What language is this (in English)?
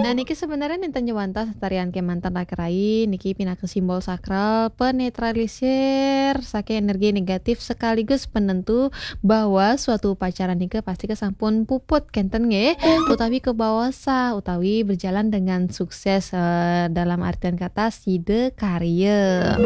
Balinese